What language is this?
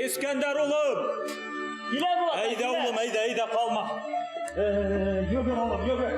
Bashkir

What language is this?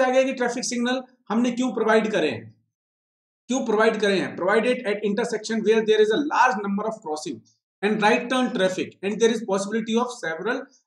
Hindi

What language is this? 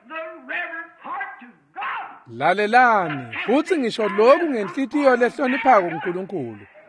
Swati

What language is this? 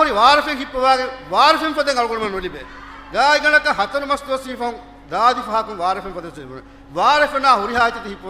Divehi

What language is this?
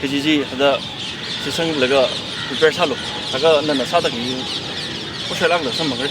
Tangkhul Naga (India)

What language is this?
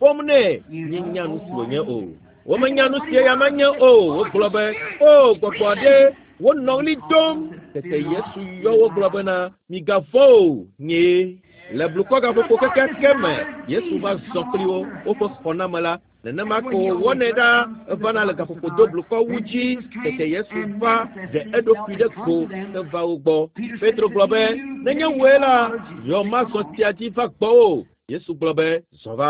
Ewe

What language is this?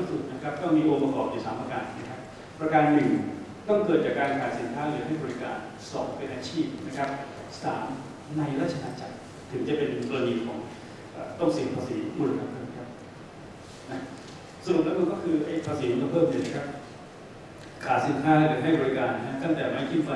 Thai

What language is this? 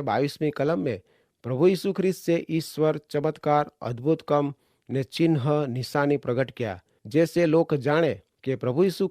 Kachhi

